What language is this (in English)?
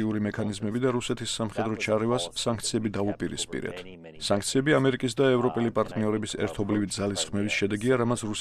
Georgian